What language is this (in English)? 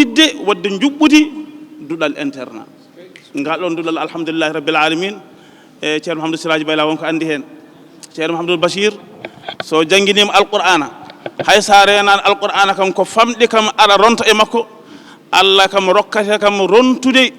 Fula